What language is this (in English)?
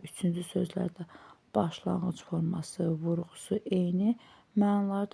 Azerbaijani